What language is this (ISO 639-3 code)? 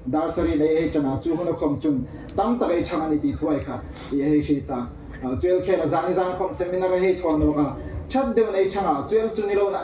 hmr